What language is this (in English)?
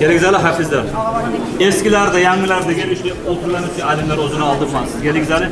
Kumyk